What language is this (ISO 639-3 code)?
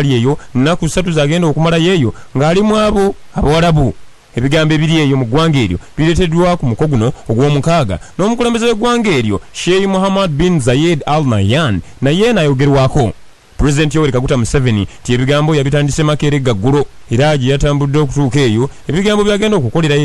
lug